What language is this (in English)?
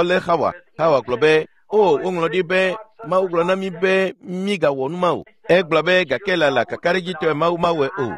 Ewe